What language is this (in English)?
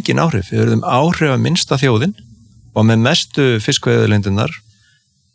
Icelandic